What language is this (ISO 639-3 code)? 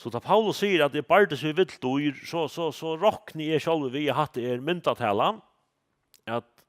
fao